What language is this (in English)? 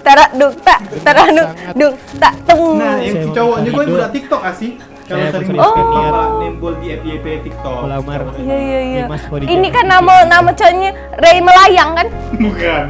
Musi